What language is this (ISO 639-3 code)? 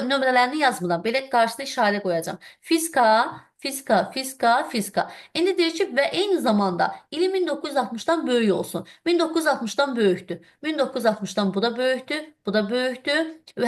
aze